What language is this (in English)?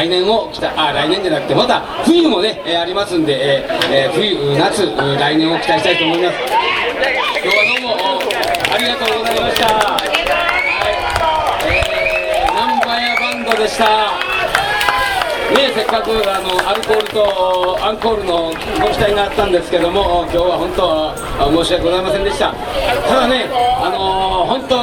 Japanese